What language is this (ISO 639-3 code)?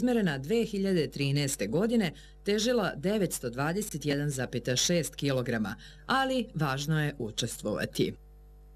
srp